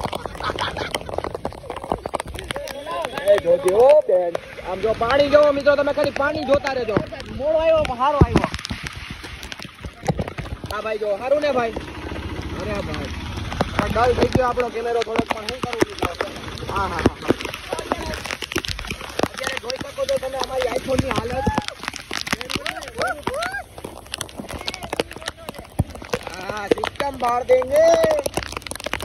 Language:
Gujarati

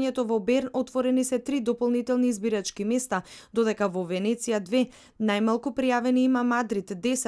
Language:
Macedonian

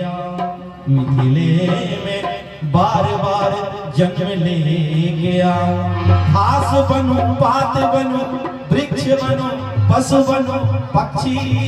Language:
Maithili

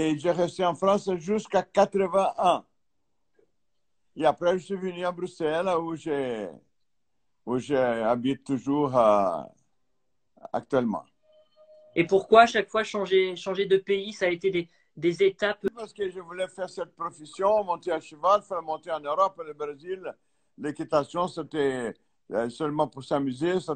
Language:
French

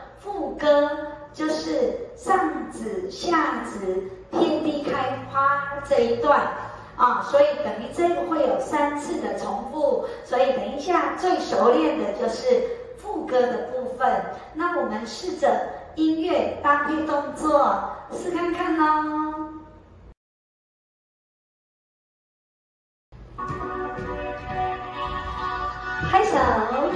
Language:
Chinese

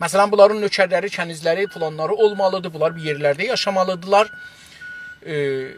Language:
South Azerbaijani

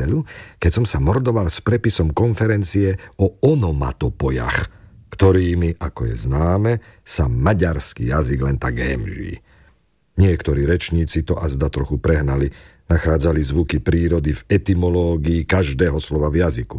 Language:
Slovak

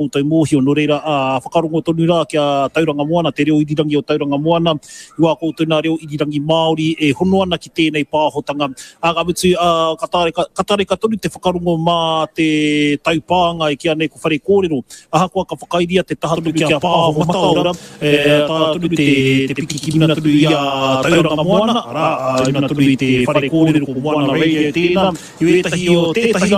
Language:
Māori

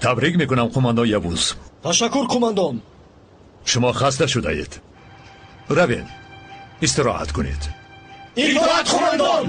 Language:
Tajik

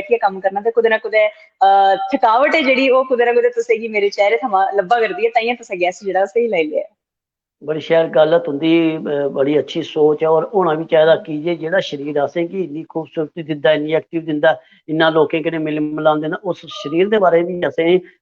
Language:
Dogri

